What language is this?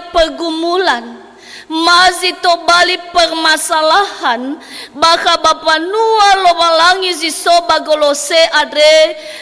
Nias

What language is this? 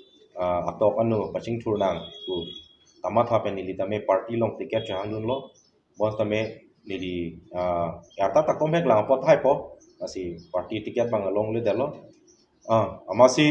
Karbi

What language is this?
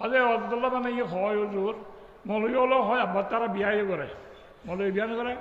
Rohingya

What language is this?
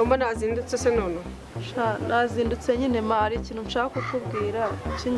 Kinyarwanda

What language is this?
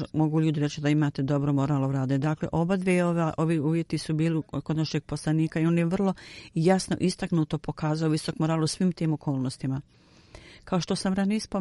Bosnian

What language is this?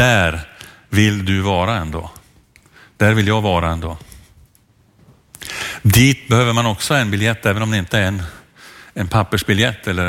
Swedish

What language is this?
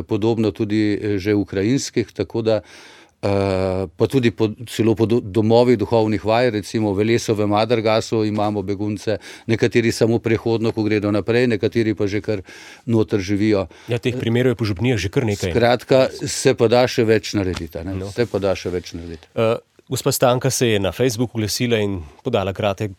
Slovenian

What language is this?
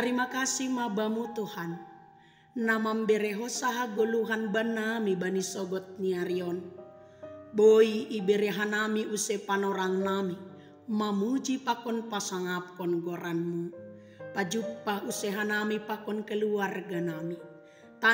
Batak Simalungun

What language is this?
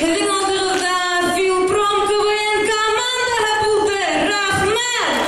Bashkir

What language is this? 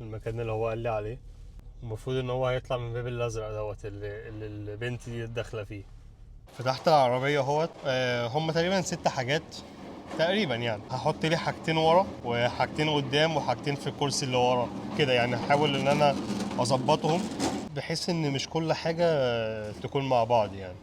Egyptian Arabic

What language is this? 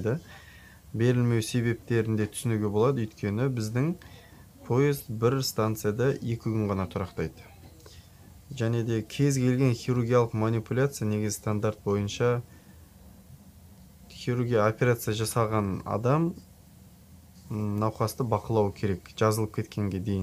Kazakh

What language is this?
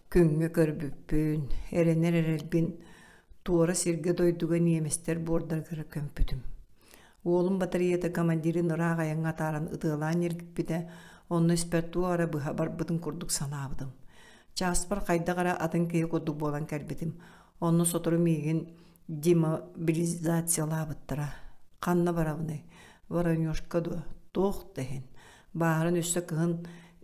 Yakut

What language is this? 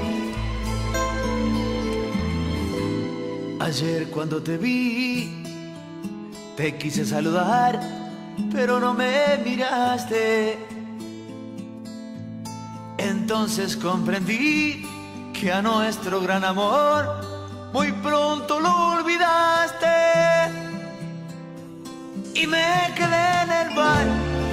Spanish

